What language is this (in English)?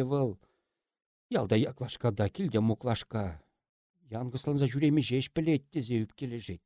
Chuvash